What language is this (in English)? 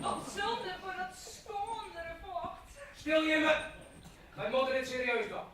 Western Frisian